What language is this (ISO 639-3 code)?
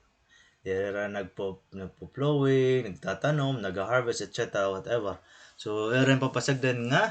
war